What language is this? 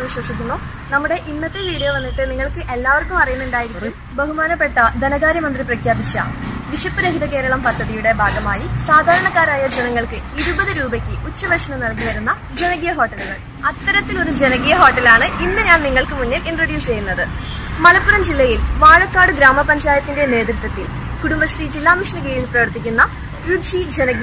Malayalam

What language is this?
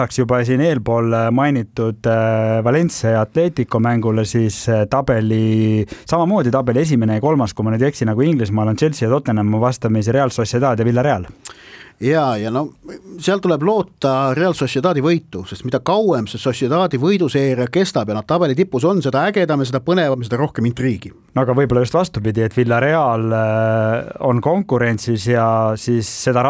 Estonian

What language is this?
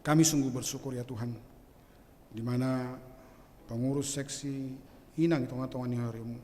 Batak Simalungun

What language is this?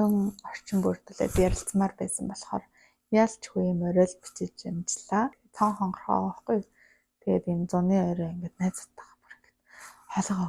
Mongolian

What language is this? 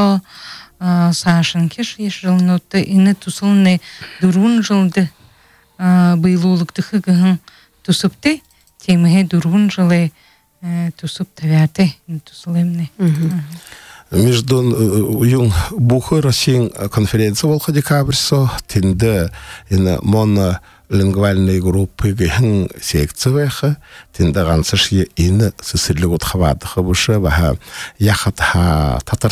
Buriat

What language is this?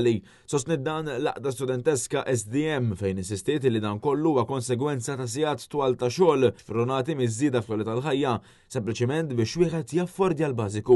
Maltese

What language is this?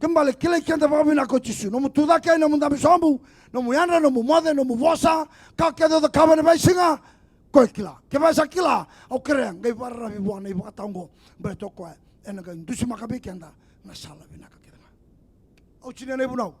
Fijian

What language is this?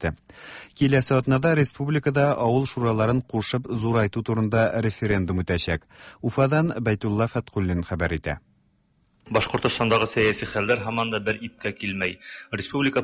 Tatar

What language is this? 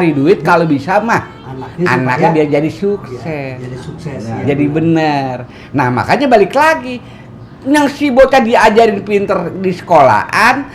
Betawi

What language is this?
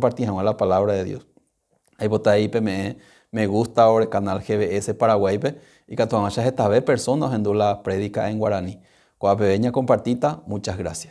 Guarani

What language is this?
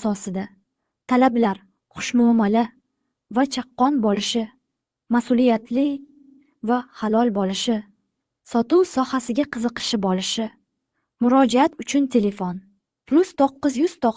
Uzbek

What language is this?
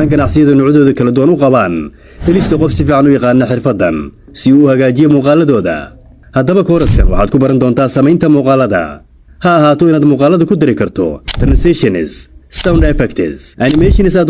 Somali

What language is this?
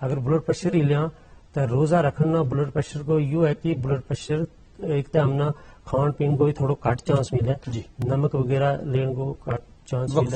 Gujari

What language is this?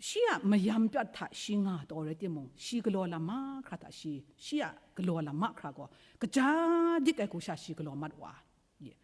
Kachin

